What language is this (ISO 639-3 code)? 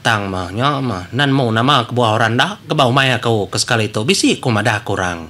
iba